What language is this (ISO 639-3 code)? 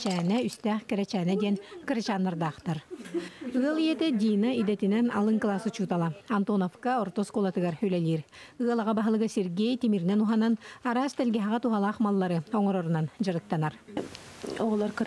sah